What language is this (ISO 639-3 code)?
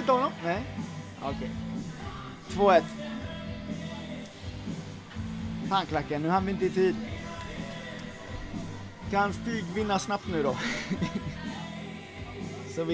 swe